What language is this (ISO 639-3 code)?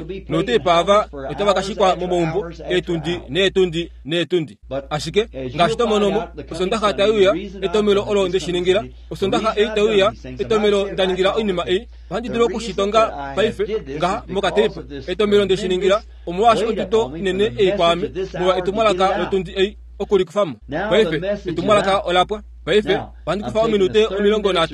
kua